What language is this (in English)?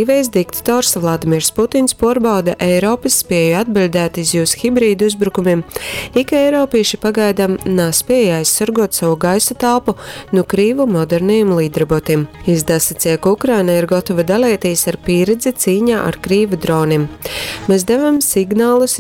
Latgalian